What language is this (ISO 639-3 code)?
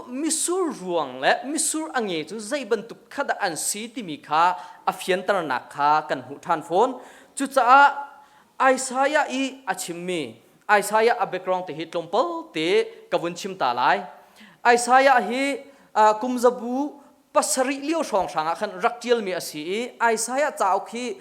cnh